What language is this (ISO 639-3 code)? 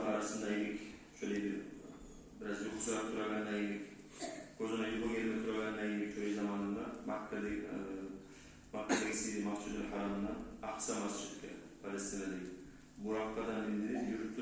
kum